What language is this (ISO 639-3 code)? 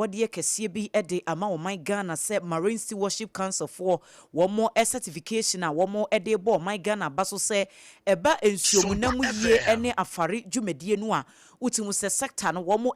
aka